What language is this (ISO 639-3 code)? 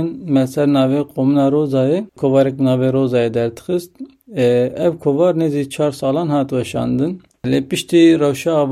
kur